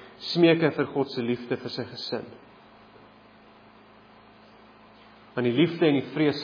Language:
Afrikaans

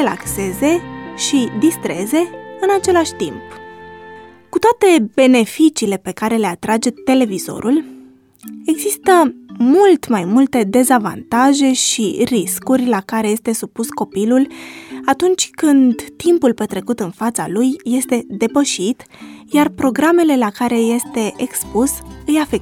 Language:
Romanian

